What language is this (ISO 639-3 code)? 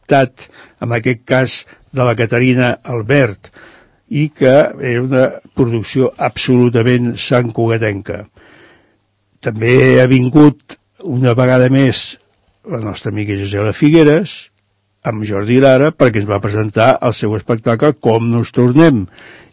cat